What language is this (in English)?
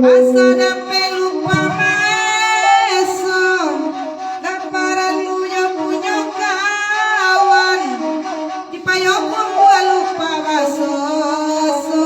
Minangkabau